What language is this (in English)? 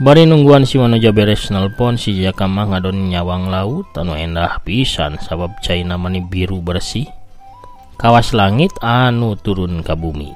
Sundanese